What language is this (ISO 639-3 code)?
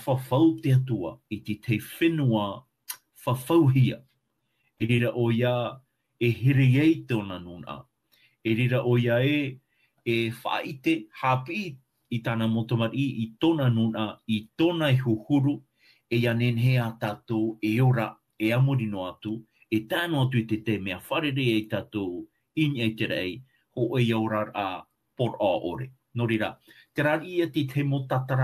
tah